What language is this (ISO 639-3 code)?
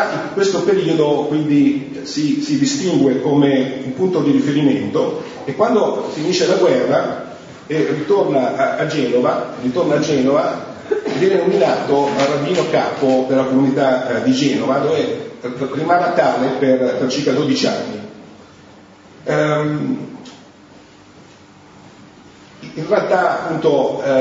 ita